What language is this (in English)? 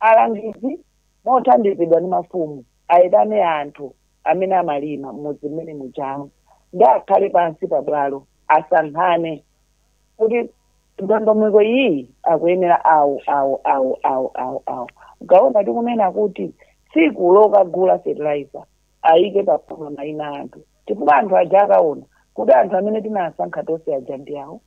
Nyanja